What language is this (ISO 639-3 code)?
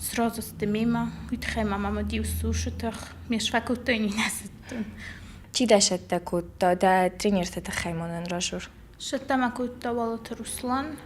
oss